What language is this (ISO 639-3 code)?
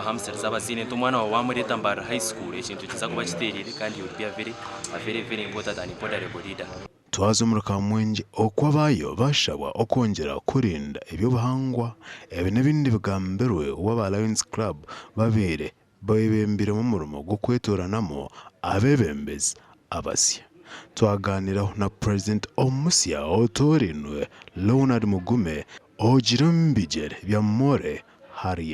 nyn